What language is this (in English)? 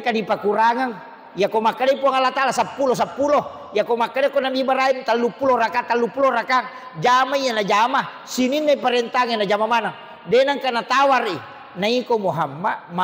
Buginese